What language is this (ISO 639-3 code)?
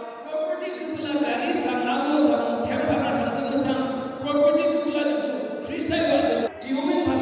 yim